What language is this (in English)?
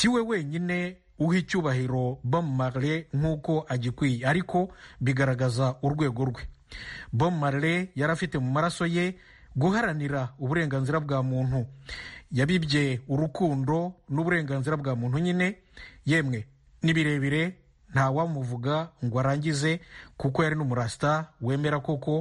Kinyarwanda